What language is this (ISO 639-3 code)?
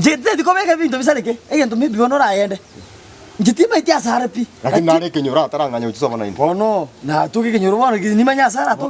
guz